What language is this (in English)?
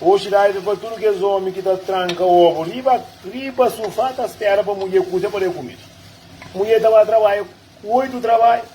Kabuverdianu